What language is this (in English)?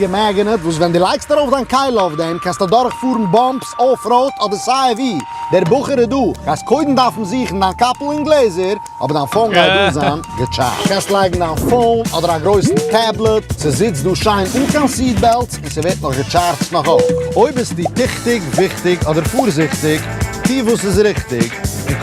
Yiddish